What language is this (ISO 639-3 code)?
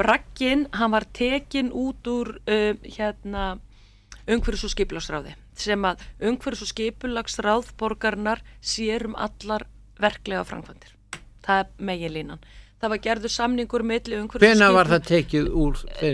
isl